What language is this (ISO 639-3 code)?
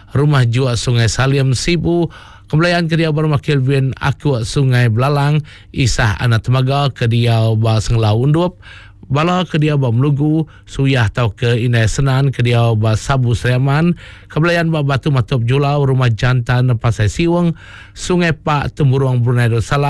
iba